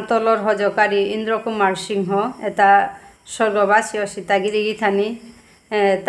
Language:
Bishnupriya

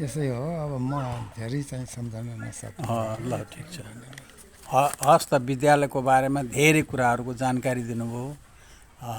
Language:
Nepali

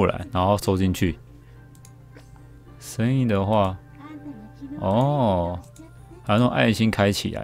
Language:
Chinese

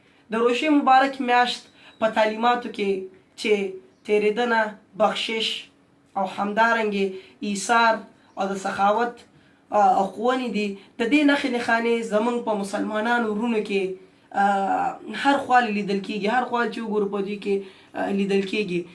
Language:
Pashto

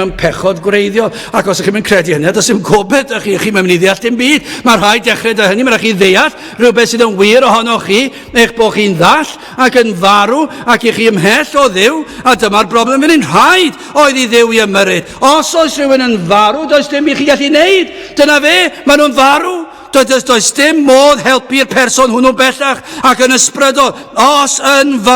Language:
Welsh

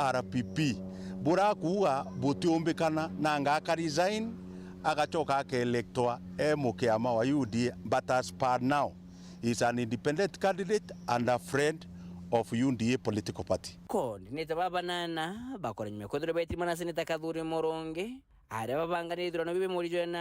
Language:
Meru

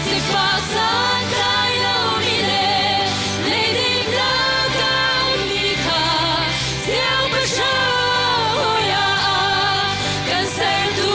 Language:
Hakha Chin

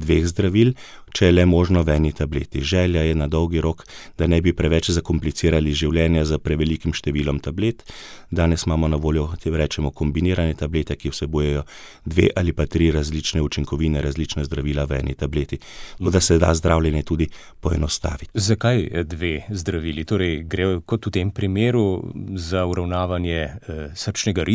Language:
Slovenian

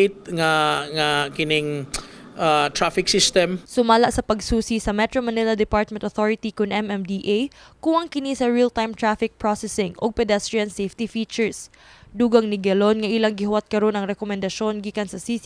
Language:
Cebuano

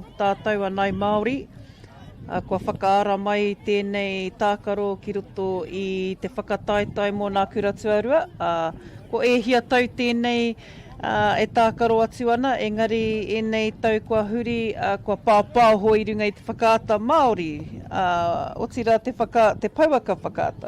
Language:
Māori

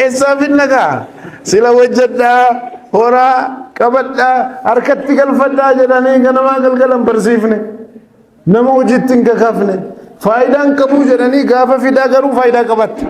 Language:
Oromo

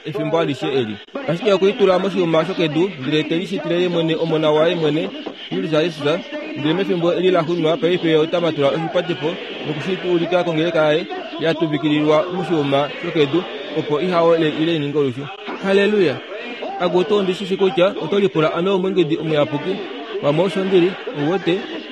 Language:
Kuanyama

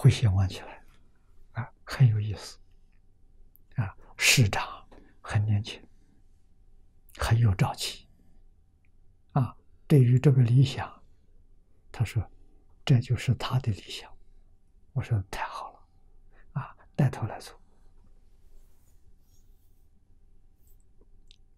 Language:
Chinese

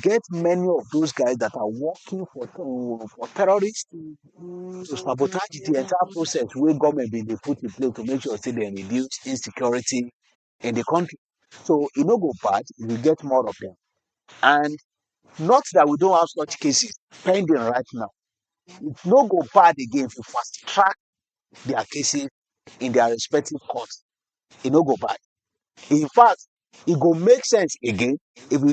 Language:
Nigerian Pidgin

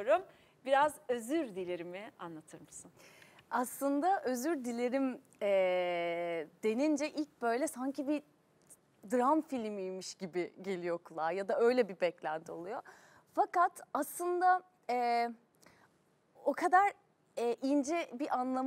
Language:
Turkish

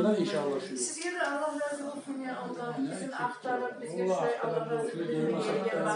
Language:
Kumyk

